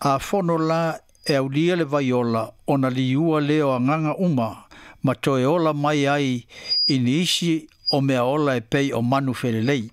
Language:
Samoan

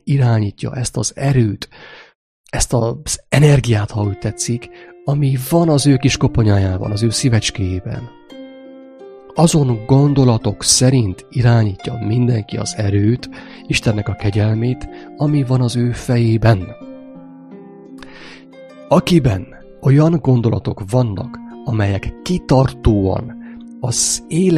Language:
Hungarian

